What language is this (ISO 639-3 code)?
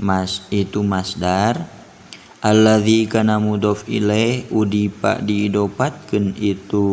sun